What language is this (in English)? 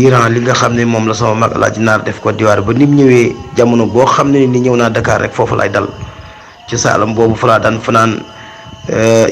Wolof